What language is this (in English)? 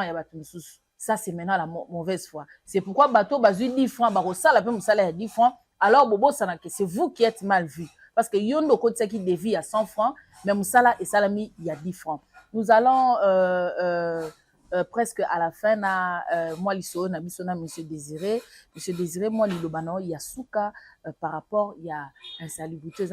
Lingala